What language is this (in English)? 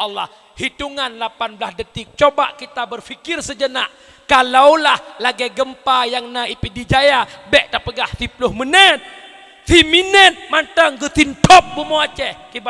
Achinese